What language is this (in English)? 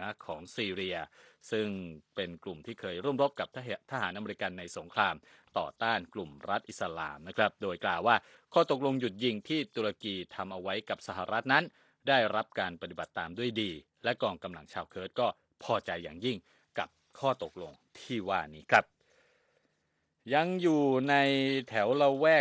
Thai